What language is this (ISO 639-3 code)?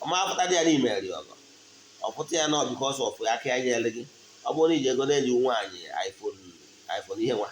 ibo